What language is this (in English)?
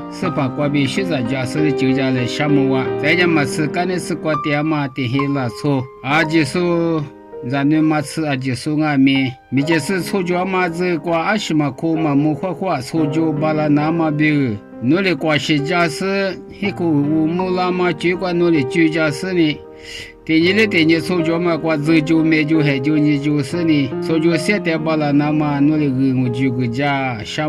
Lisu